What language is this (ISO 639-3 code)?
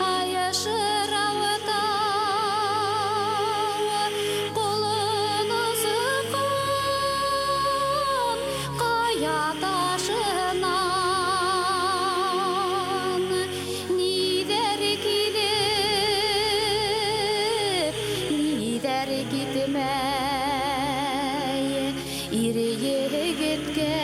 bak